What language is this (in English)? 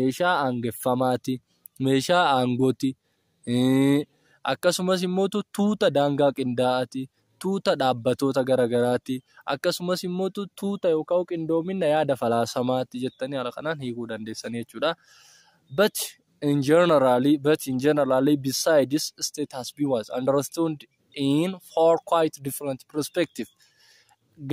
Oromo